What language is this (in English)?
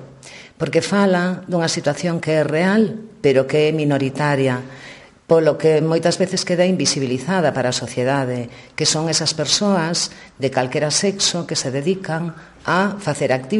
Galician